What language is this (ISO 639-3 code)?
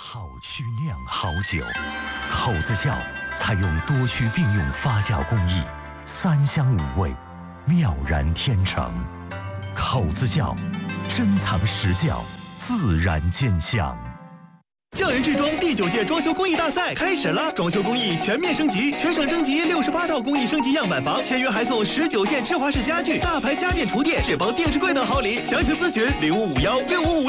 zho